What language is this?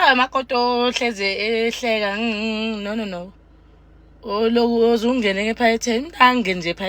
Zulu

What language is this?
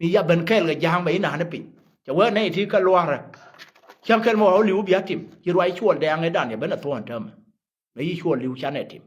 Nuer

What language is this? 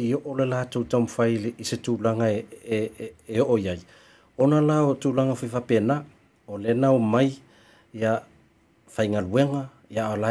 Samoan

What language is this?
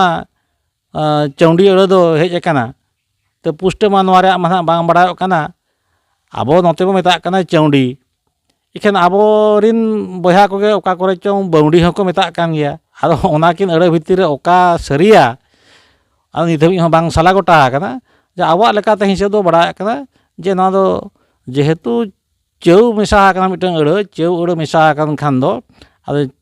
Santali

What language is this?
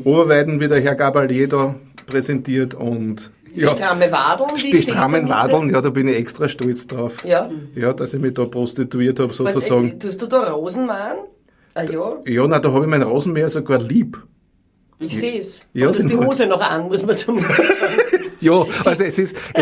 Bavarian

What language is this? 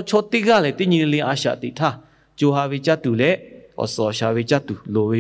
Lahu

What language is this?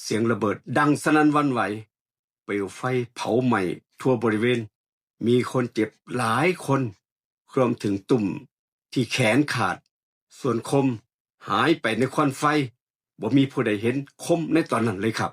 Northeastern Thai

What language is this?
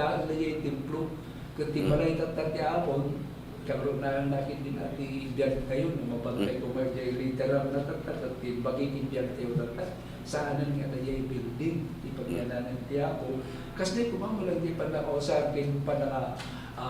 Iloko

